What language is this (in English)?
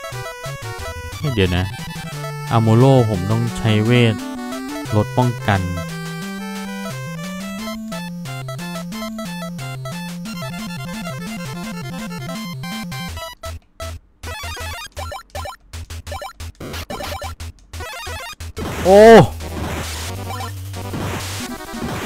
Thai